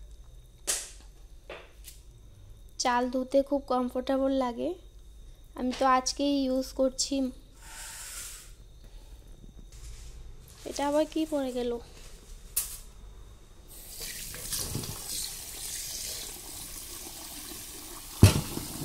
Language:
Bangla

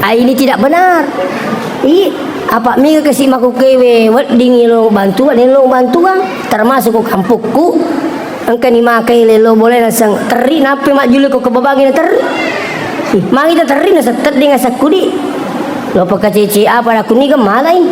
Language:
Buginese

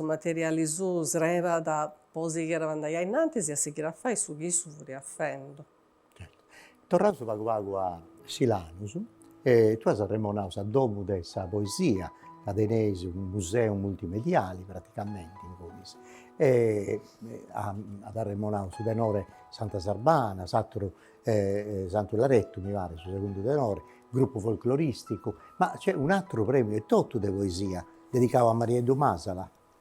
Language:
Sardinian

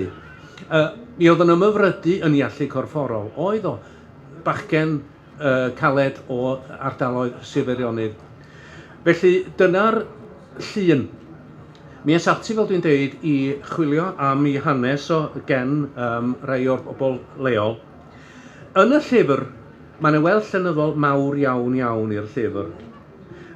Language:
Welsh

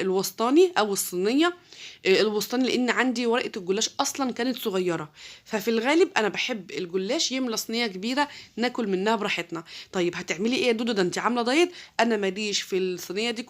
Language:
Egyptian Arabic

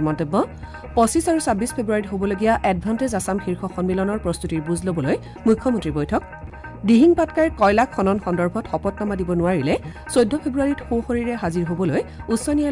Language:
Assamese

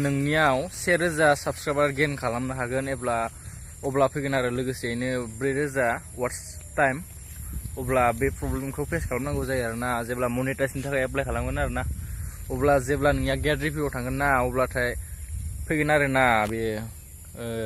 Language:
Bodo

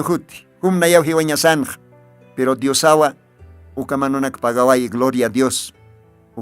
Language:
Aymara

